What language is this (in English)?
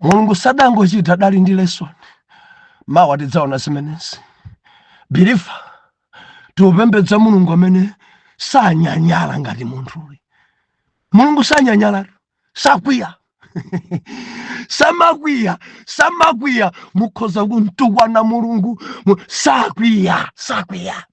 Nyanja